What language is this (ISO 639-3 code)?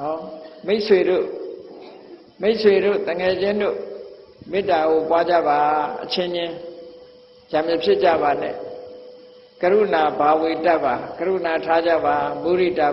mya